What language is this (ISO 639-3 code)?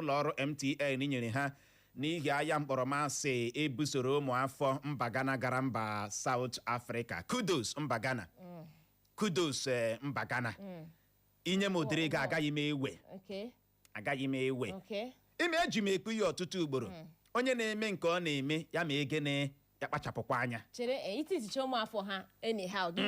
ibo